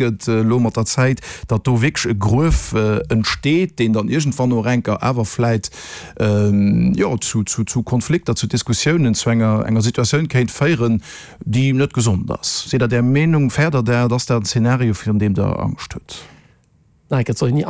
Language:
Luxembourgish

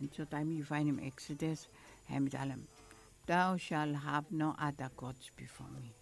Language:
Bislama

